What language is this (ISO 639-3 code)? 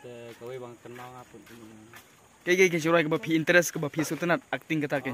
kha